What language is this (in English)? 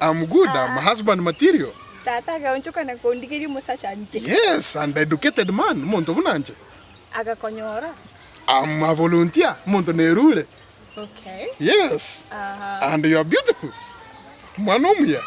Gusii